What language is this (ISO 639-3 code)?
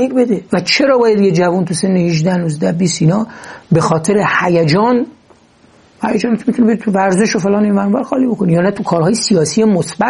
fas